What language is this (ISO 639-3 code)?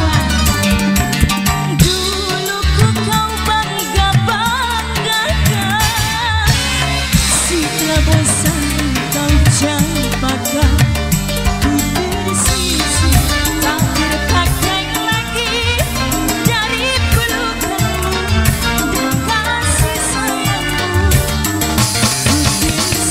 ind